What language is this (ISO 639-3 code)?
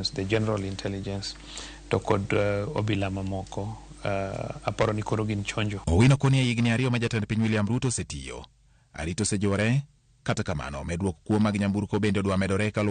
luo